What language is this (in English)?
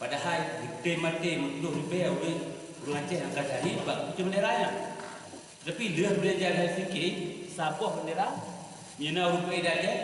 Achinese